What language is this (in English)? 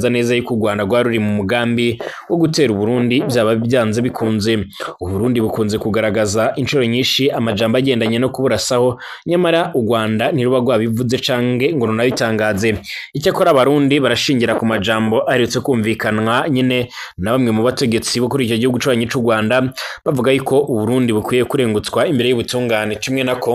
Rundi